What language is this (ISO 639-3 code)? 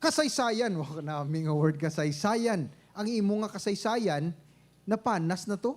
hil